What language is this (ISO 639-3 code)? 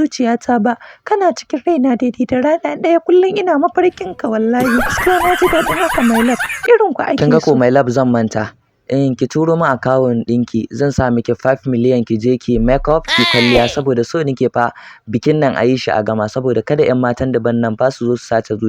hau